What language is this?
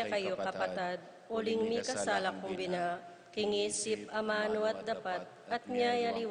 Pampanga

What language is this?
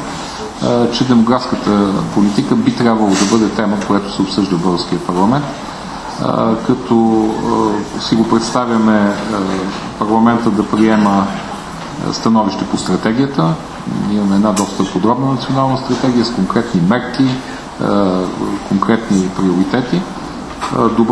Bulgarian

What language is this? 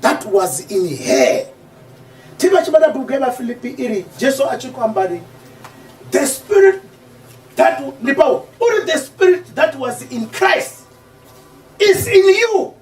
Venda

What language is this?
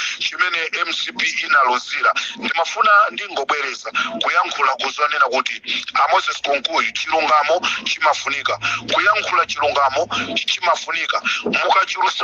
Nyanja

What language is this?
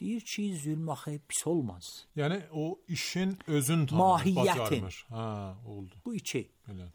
Azerbaijani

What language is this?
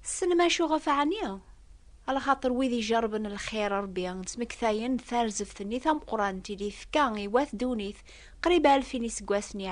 Kabyle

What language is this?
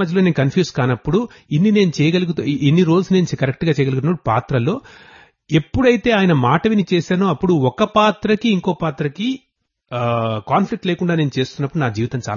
Telugu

